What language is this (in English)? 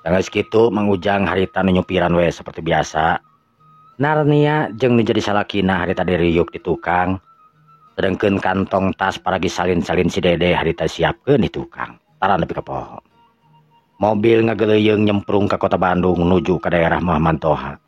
Sundanese